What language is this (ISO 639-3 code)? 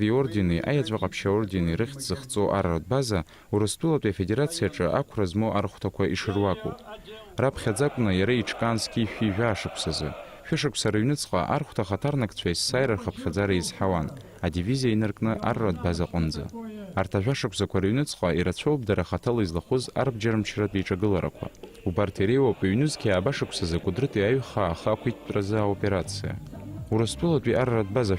abk